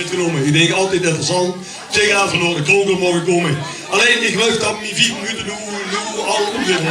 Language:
Limburgish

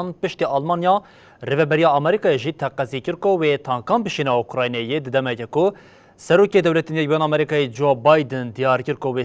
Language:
Kurdish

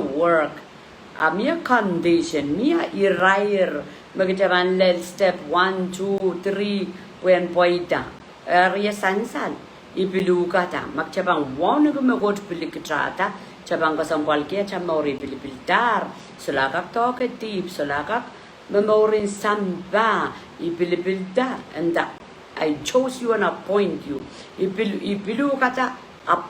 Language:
Pohnpeian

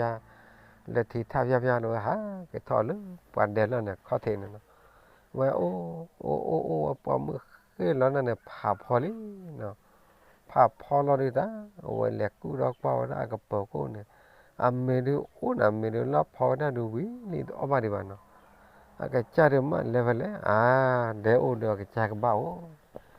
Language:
S'gaw Karen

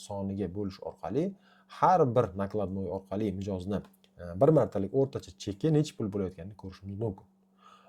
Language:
Uzbek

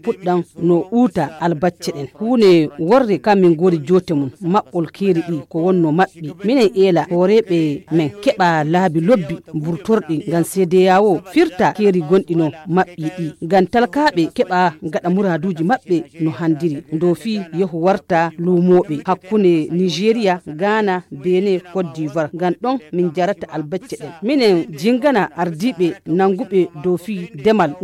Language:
Nigerian Fulfulde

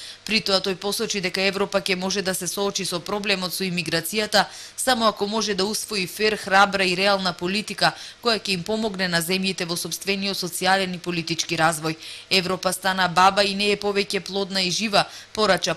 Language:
Macedonian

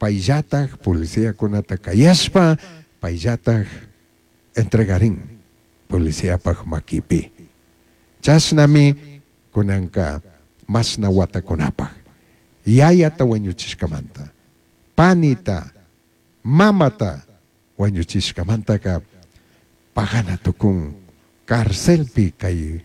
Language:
Chimborazo Highland Quichua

